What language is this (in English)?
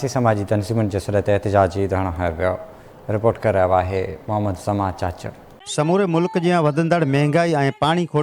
Sindhi